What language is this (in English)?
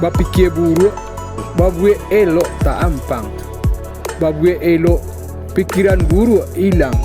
Minangkabau